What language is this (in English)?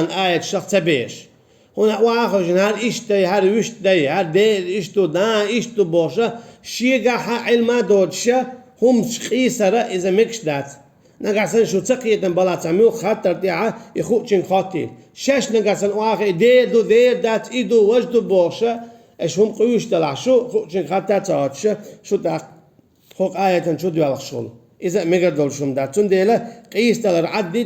Chechen